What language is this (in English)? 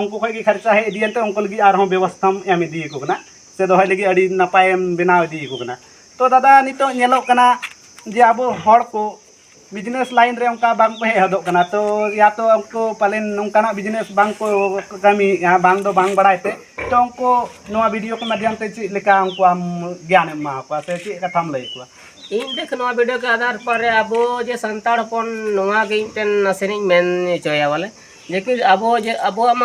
Santali